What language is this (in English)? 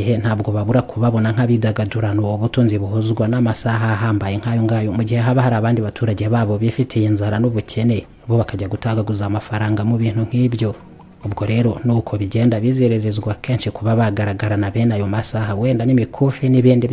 Kinyarwanda